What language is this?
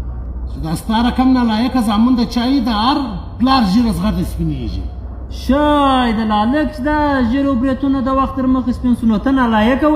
Pashto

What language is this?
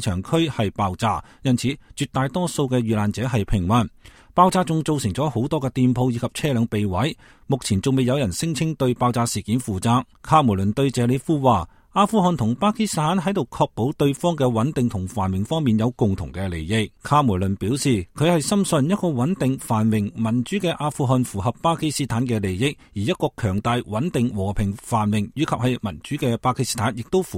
Cantonese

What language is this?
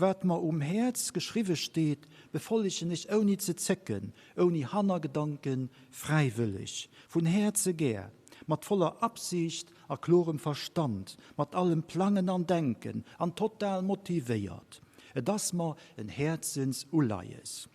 Luxembourgish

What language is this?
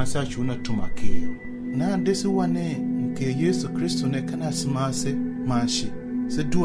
Tiv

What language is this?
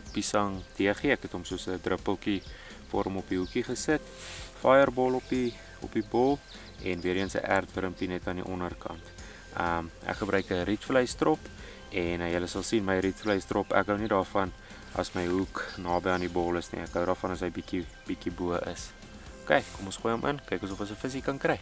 Afrikaans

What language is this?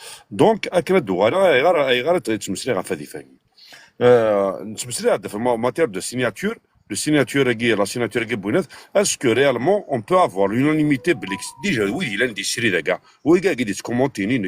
Kabyle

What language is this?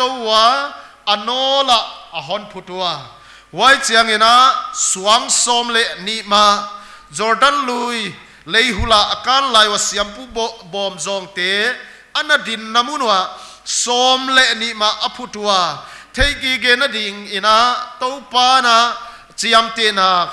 Paite Chin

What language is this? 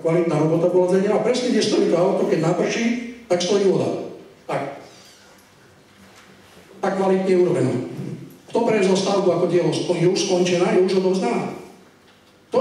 Slovak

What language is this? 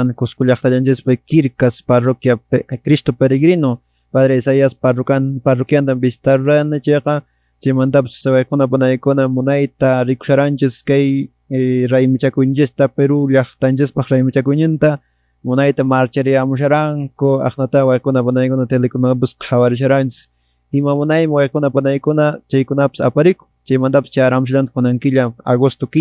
Quechua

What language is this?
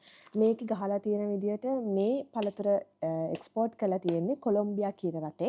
Sinhala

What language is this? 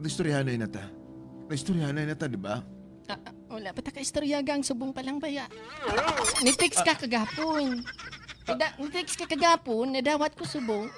Hiligaynon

